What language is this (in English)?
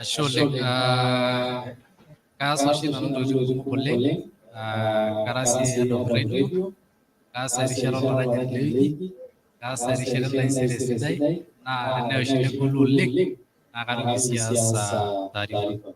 Masai